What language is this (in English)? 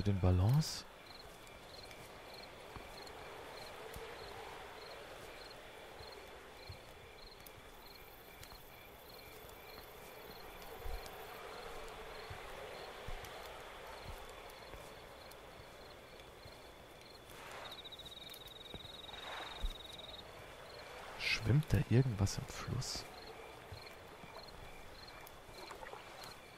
German